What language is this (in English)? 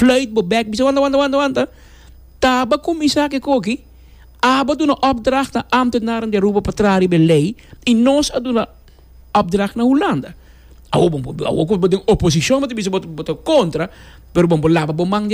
Papiamento